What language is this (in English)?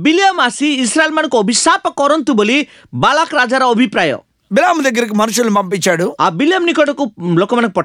Odia